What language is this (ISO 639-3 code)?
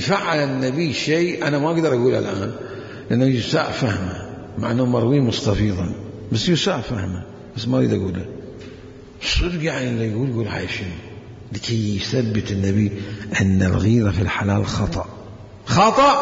acm